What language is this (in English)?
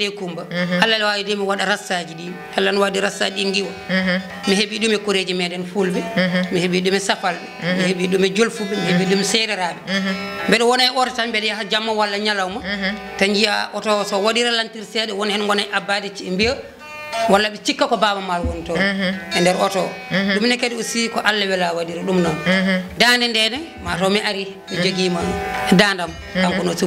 Fula